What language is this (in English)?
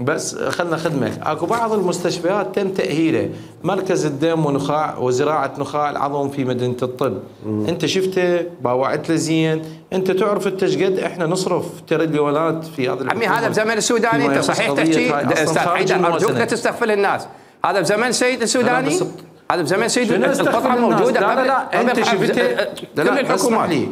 Mesopotamian Arabic